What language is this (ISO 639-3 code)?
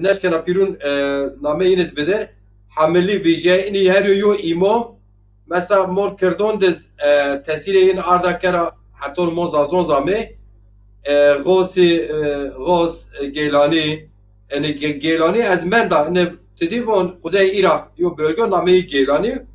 zza